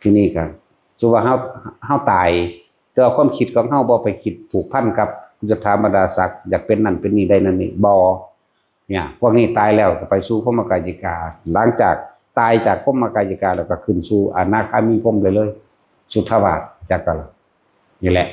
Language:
Northeastern Thai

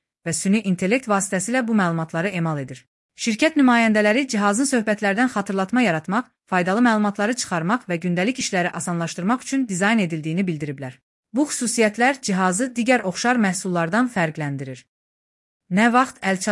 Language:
Azerbaijani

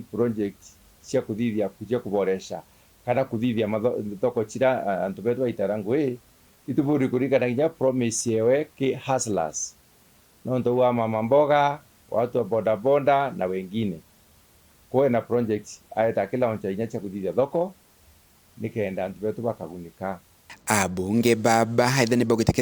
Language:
Meru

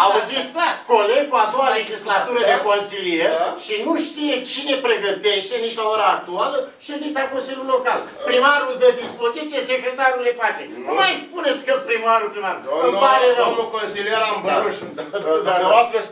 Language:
Romanian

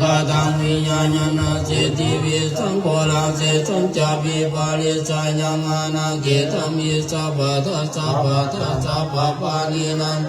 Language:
Pali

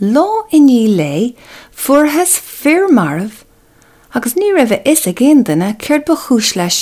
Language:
Irish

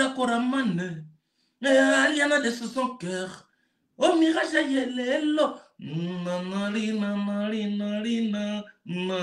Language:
Lingala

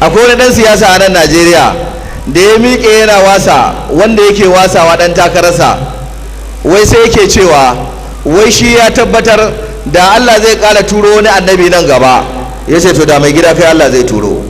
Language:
Hausa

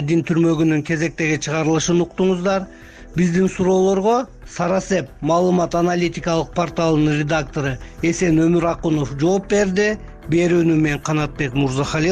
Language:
Kyrgyz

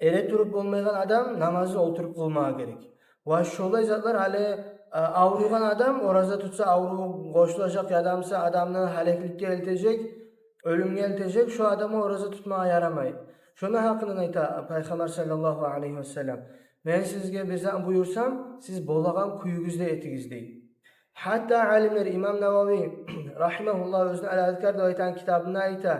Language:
Kumyk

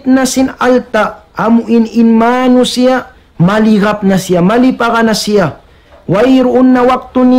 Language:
Tausug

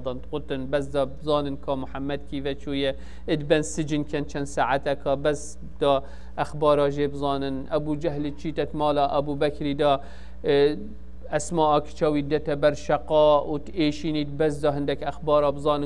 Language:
Kurdish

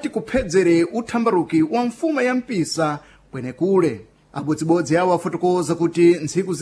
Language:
Sena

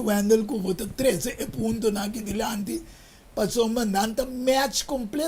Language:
Papiamento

